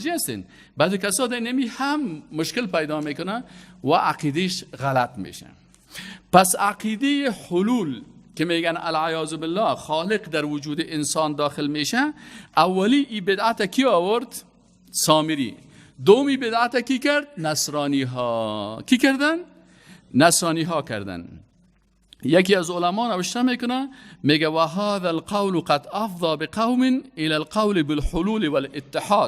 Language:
Persian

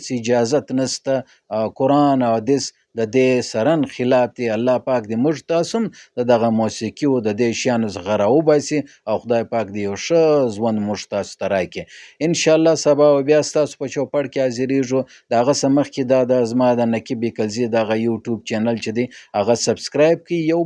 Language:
Pashto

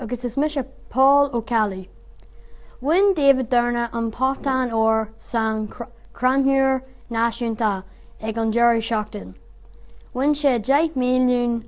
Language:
Irish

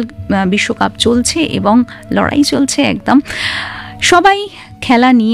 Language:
Bangla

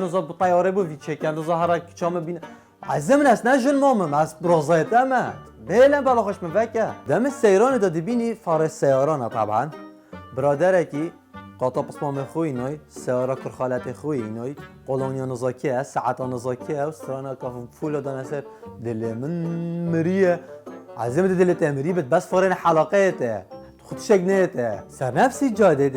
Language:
Kurdish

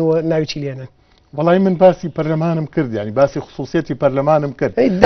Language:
Central Kurdish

